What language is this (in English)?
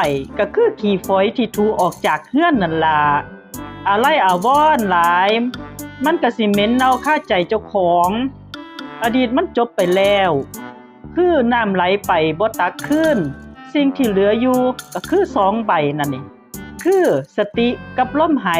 Northeastern Thai